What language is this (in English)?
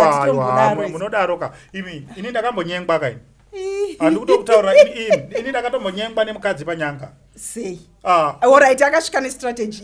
Shona